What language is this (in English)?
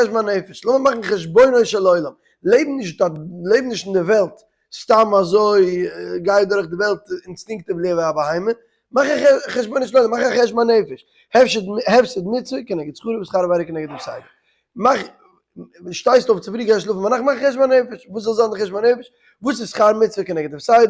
Yiddish